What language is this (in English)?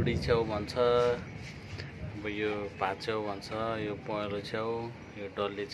Nepali